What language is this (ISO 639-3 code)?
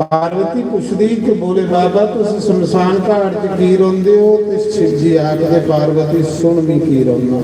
doi